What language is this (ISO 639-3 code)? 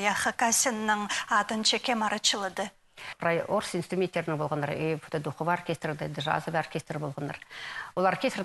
kjh